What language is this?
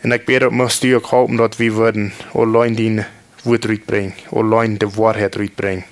Plautdietsch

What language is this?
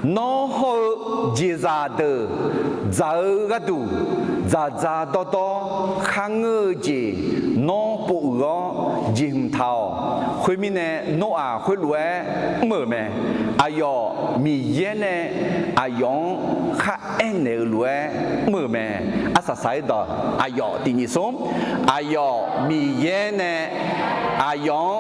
Akha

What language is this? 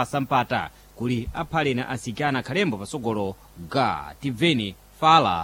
Sena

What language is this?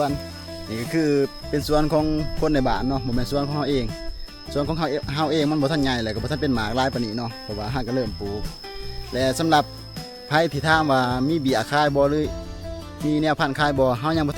Lao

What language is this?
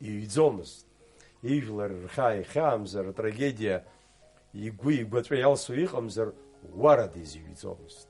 Abkhazian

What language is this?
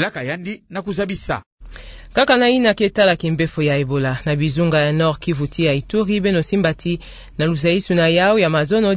Kituba (Democratic Republic of Congo)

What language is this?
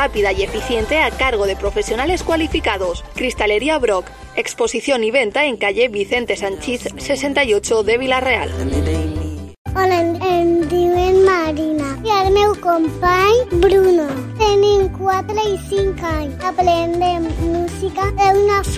Catalan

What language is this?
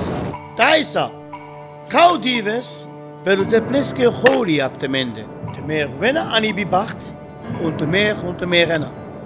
Sinte Romani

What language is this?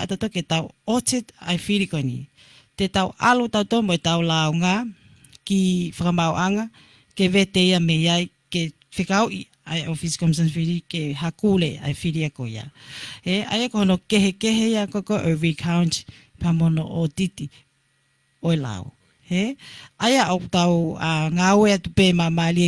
Tongan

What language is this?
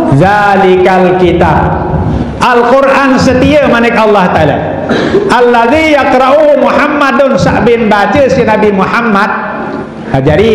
Sasak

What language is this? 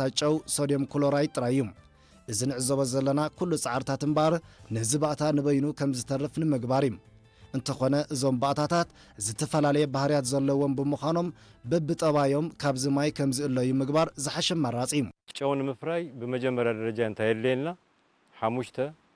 Tigrinya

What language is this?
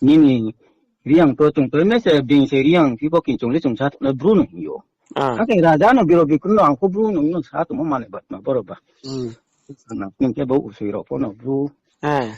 Riang (India)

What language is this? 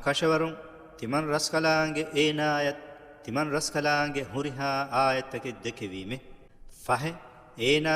Divehi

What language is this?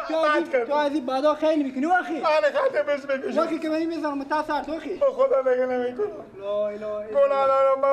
Persian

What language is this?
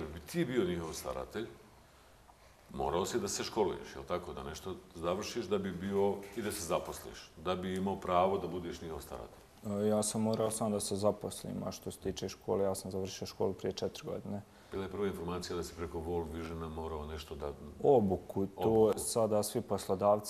Bosnian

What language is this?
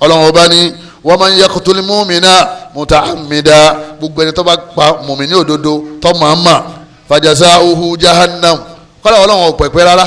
Yoruba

